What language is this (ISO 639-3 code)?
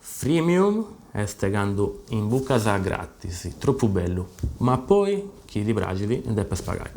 srd